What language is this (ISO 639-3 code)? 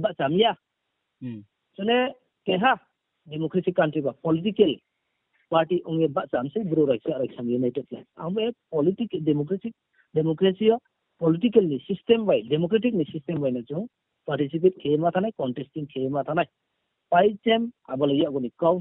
ria